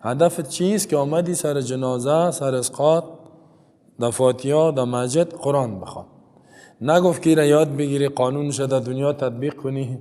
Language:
Persian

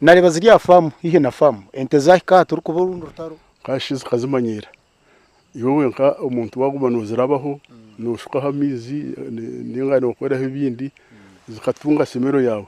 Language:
Nyankole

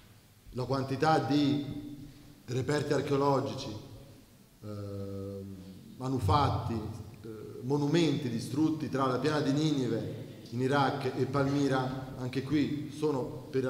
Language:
Italian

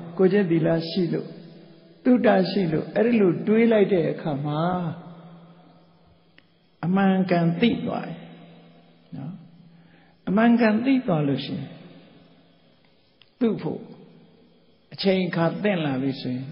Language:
Burmese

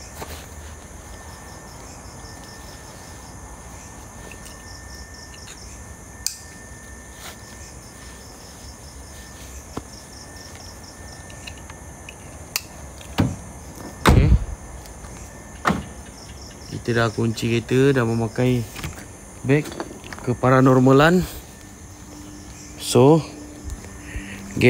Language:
Malay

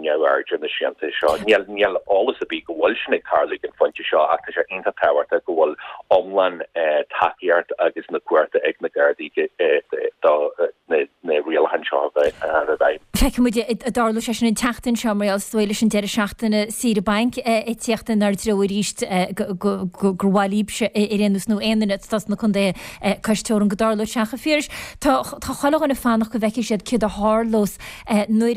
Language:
Irish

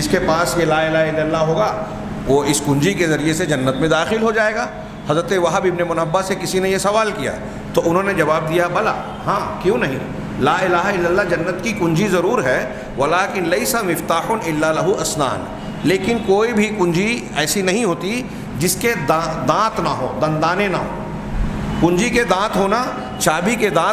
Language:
Urdu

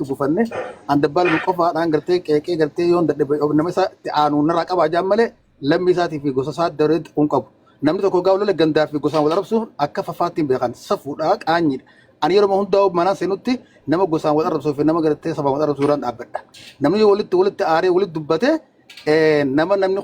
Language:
Oromo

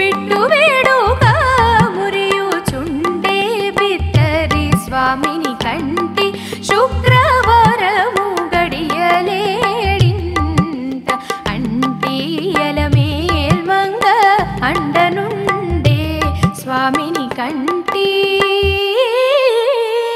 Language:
Telugu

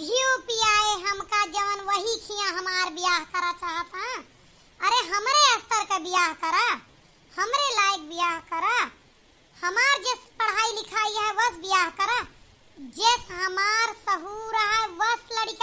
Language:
Awadhi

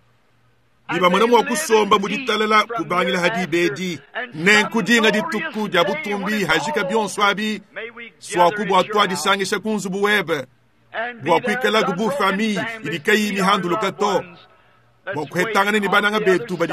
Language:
Luba-Lulua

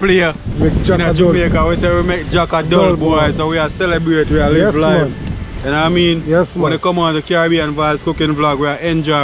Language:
Jamaican Creole English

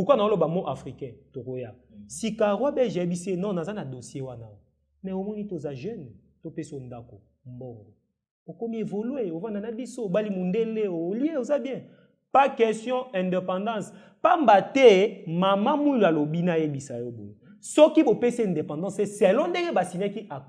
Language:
Lingala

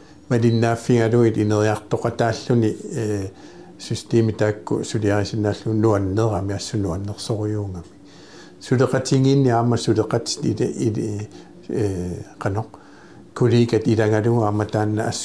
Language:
Kalaallisut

